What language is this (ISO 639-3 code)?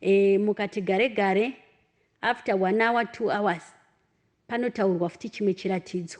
sna